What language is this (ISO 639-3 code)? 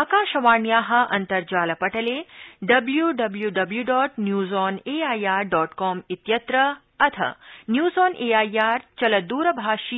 san